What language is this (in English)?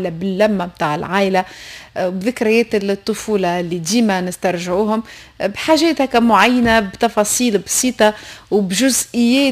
Tunisian Arabic